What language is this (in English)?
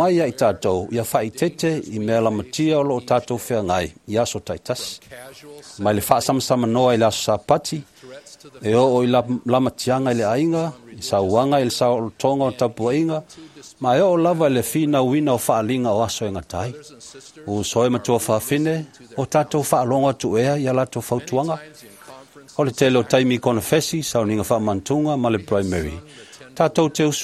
Samoan